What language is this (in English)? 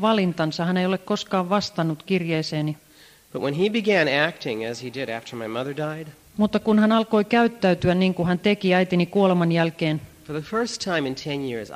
Finnish